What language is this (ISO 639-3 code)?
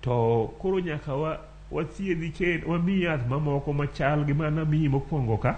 luo